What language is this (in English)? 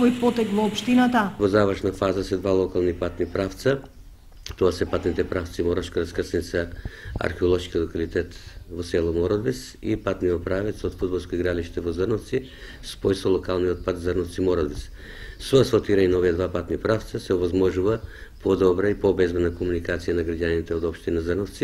Macedonian